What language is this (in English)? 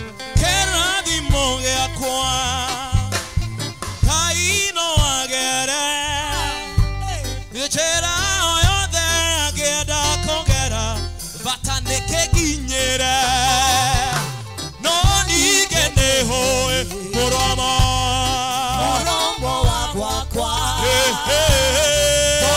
Kikuyu